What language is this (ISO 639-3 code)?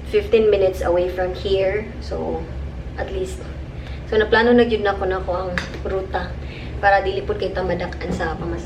ceb